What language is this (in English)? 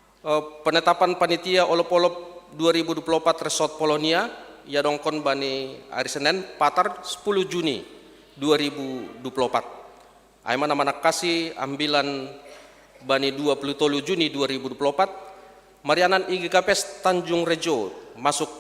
Batak Simalungun